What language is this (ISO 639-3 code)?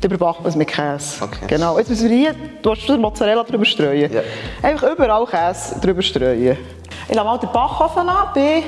gsw